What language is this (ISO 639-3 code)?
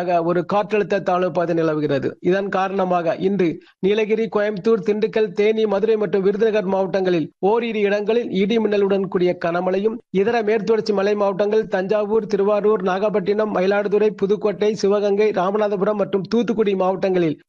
tam